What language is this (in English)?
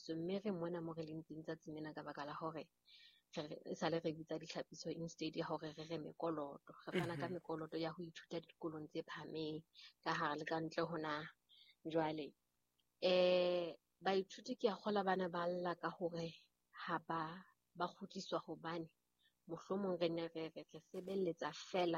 Southern Sotho